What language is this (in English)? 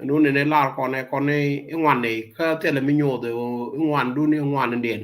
Nuer